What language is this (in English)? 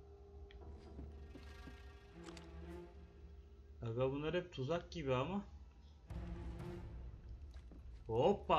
Turkish